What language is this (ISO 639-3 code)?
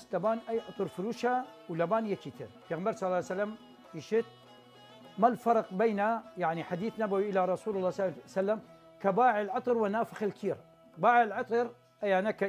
sdh